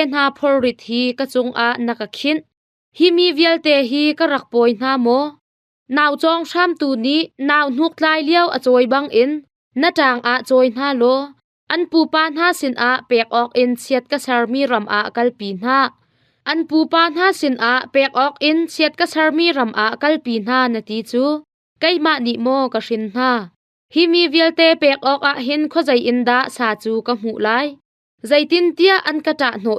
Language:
Hakha Chin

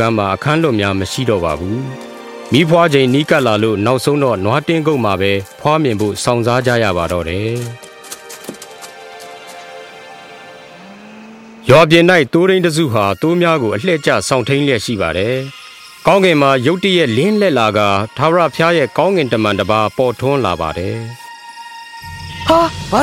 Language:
Burmese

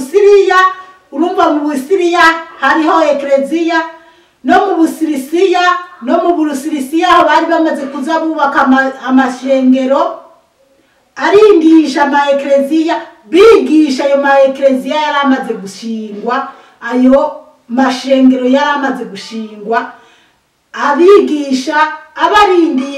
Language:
Rundi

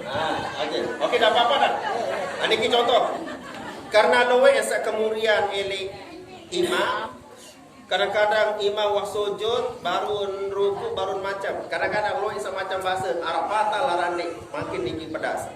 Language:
Sasak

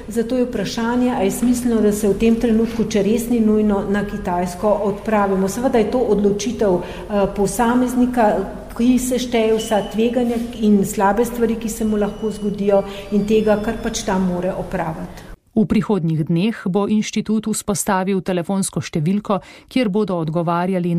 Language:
Slovenian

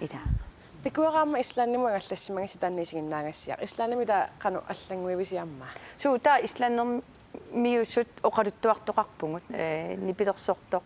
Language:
Kalaallisut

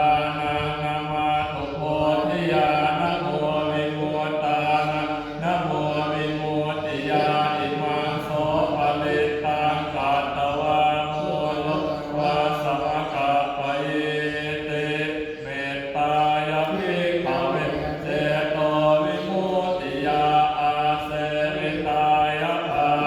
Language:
Pali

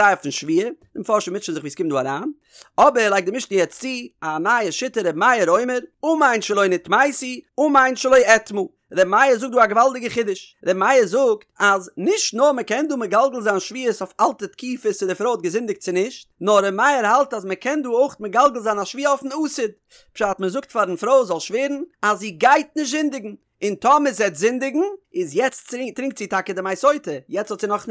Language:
Yiddish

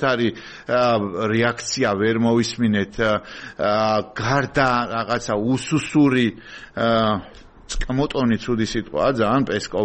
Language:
Georgian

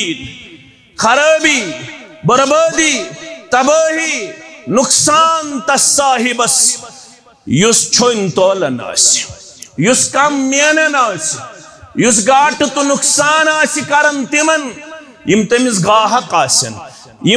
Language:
Kashmiri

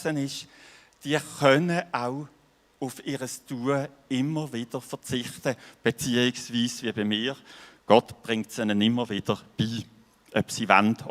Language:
Swiss German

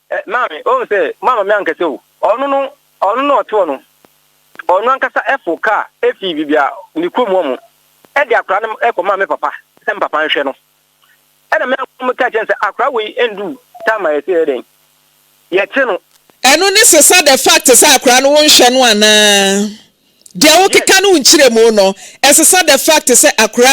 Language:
Akan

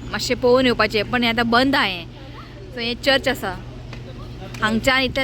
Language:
Konkani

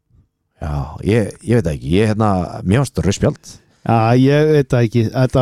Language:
Icelandic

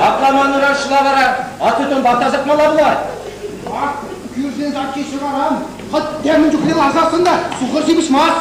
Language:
Chuvash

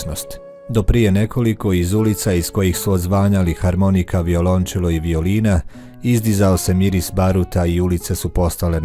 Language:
Bosnian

